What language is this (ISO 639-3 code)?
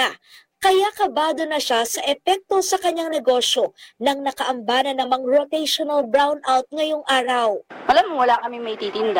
fil